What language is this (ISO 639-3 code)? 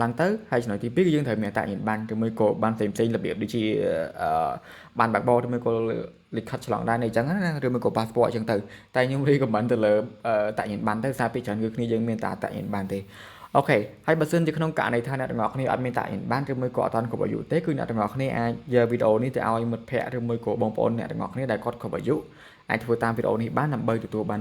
khm